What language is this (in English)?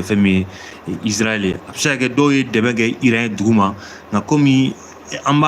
Bambara